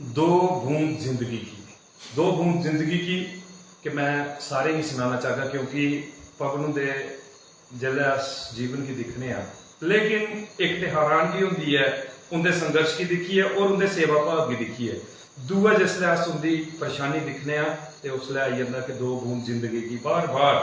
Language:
Dogri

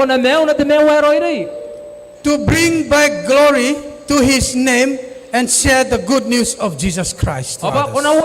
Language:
Gilbertese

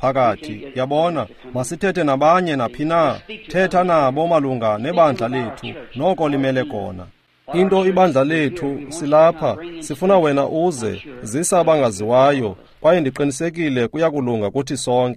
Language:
Xhosa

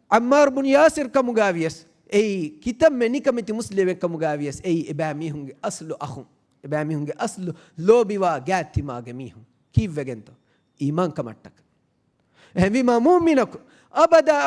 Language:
Divehi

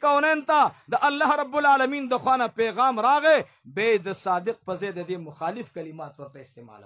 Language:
Pashto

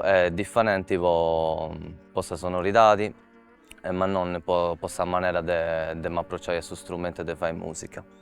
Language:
Sardinian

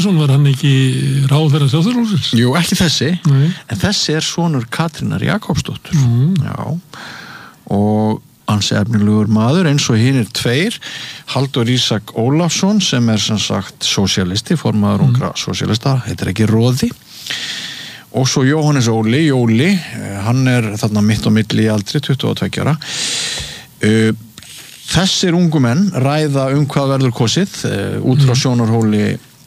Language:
Icelandic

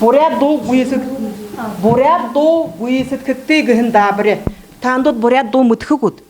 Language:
Buriat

